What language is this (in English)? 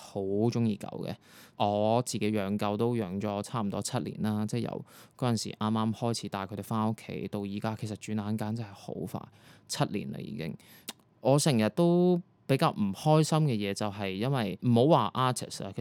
Cantonese